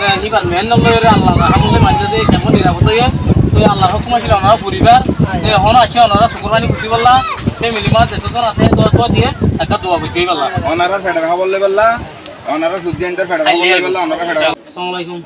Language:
Rohingya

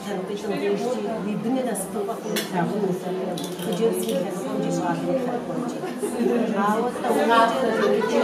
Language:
Kabardian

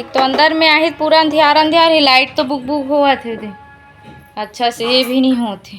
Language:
Chhattisgarhi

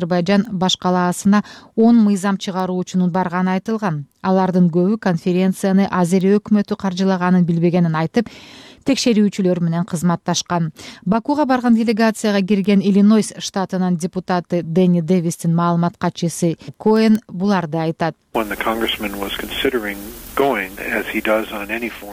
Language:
Kyrgyz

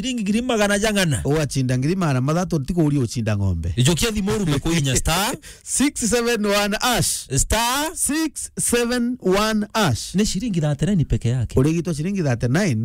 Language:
Meru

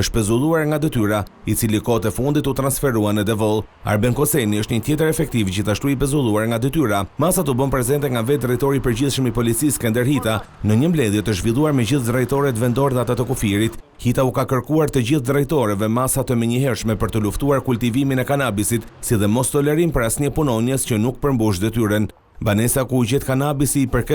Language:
Albanian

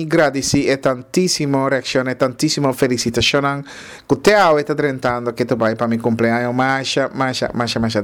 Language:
Papiamento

